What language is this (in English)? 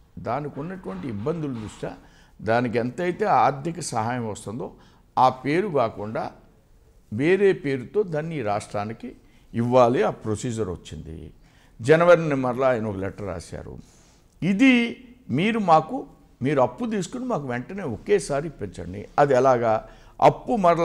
Telugu